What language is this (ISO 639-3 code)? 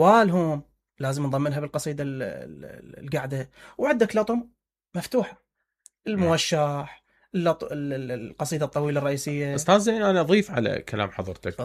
acm